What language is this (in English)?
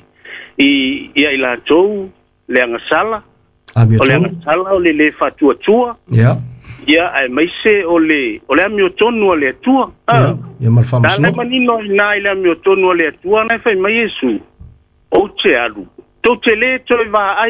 Samoan